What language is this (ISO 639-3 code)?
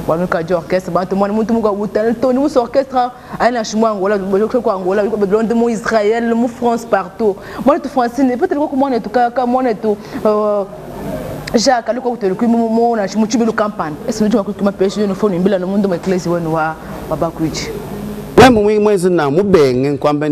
lua